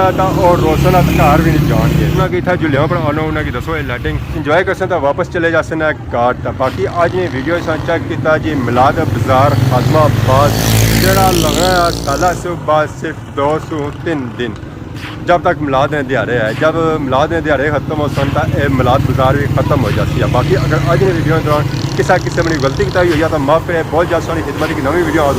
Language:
Pahari-Potwari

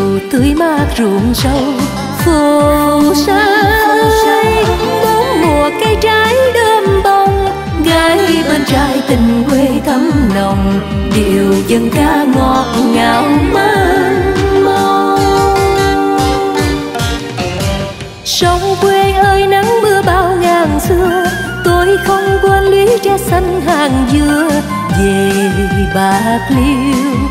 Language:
Vietnamese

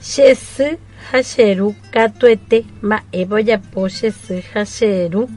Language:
Guarani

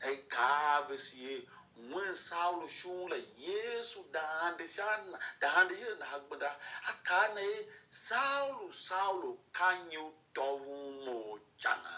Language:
Tiv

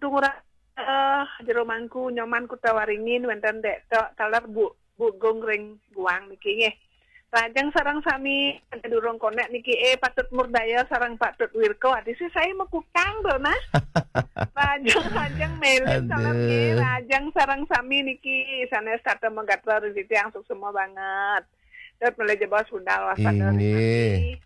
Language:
Balinese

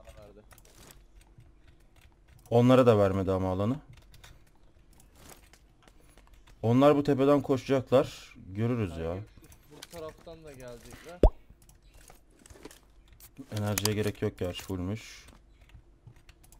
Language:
Turkish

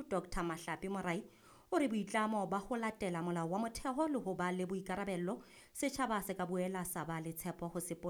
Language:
Southern Sotho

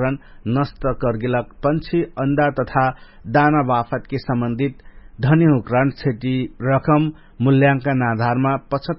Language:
Dangaura Tharu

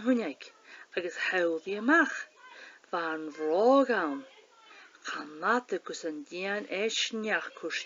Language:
Scottish Gaelic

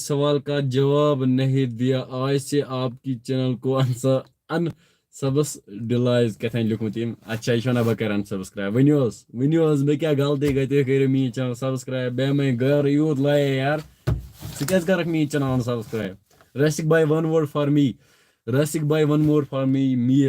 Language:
Kashmiri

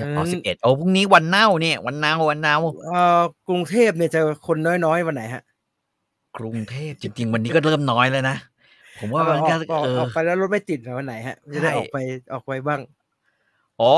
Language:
Thai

